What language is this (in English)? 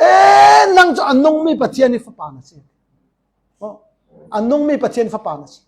Falam Chin